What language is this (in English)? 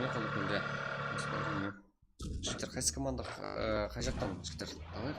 Kara-Kalpak